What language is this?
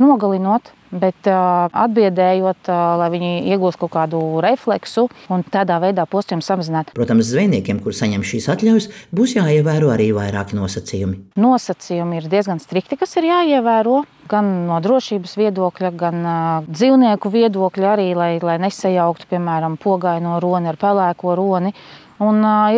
Latvian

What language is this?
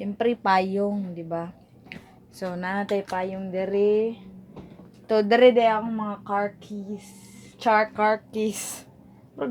Cebuano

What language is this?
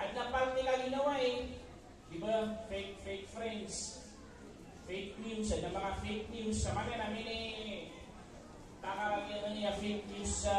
Maranao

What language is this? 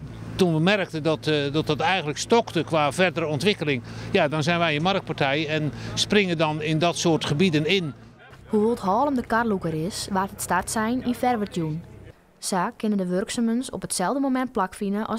Western Frisian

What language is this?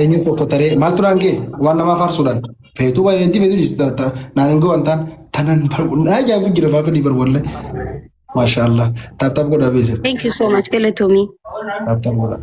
Oromo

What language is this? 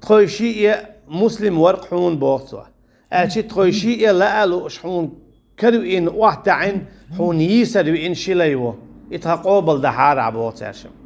Chechen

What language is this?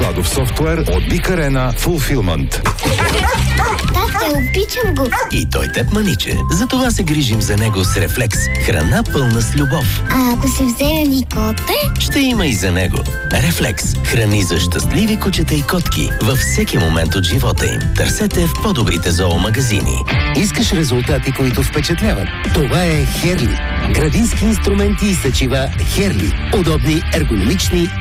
Bulgarian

